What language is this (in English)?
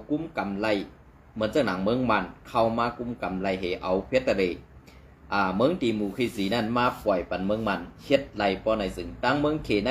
Shan